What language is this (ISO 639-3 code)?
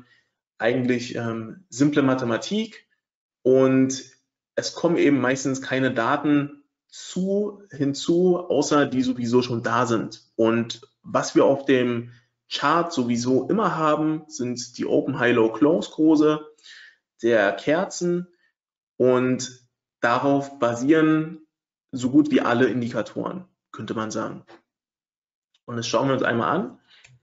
deu